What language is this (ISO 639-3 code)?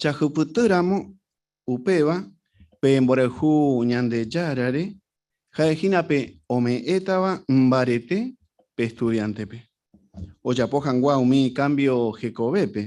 grn